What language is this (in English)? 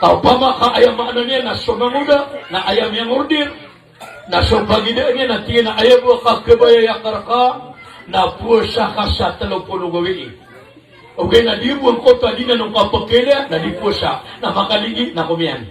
Maranao